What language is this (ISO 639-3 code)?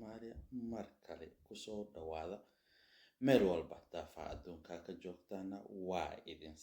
som